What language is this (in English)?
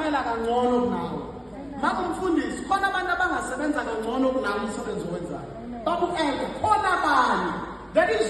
Zulu